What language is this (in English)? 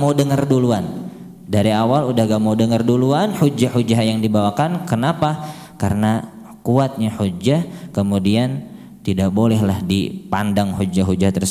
Indonesian